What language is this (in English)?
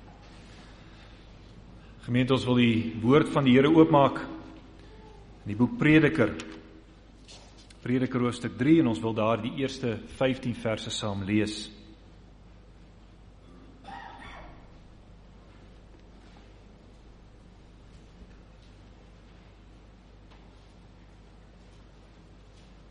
Afrikaans